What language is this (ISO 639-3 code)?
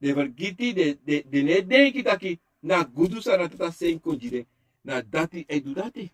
srn